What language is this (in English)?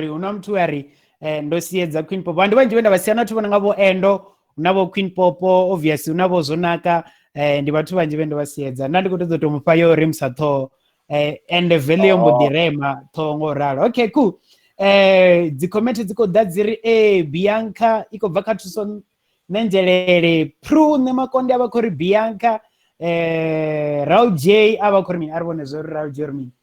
Venda